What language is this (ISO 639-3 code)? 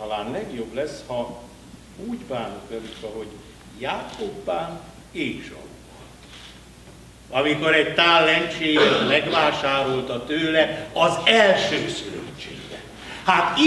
hun